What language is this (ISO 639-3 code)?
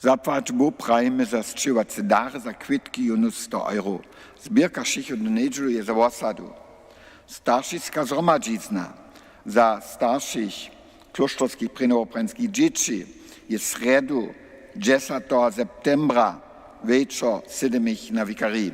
hsb